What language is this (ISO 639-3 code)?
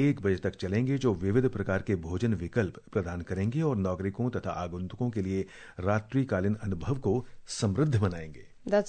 hin